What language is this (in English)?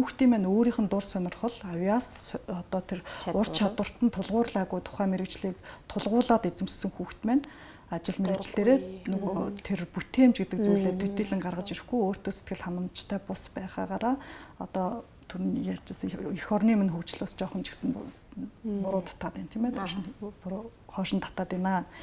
Mongolian